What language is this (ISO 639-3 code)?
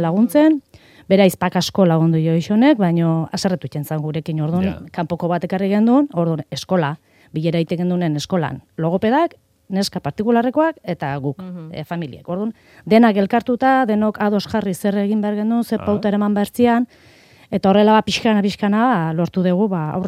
eus